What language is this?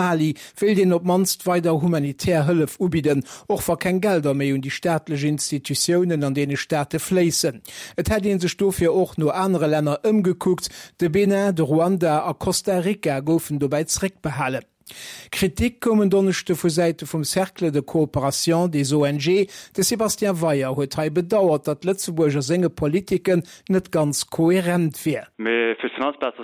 Luxembourgish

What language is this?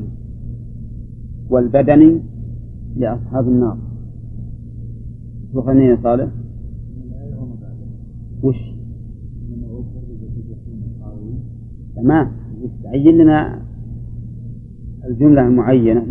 Arabic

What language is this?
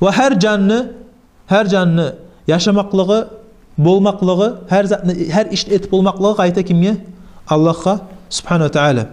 Kumyk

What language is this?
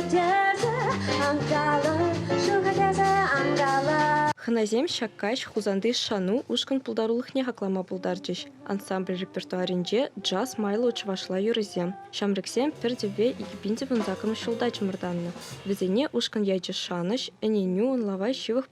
Chuvash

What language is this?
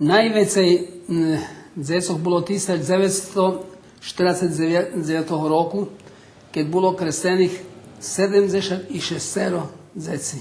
Rusyn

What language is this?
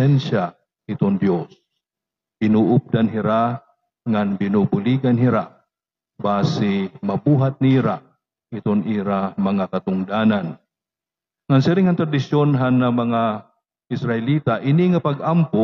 Waray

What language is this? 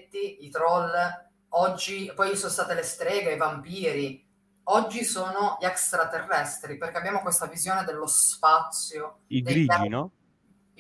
Italian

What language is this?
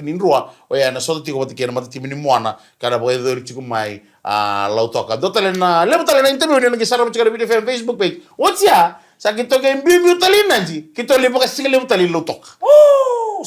Fijian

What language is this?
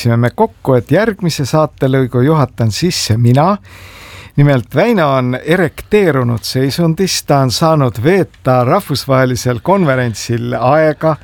Estonian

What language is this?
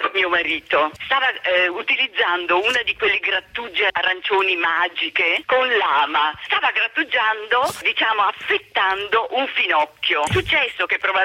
Italian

